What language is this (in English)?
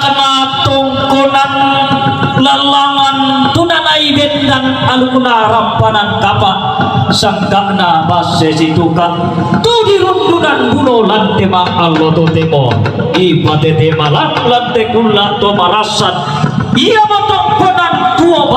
Toraja-Sa'dan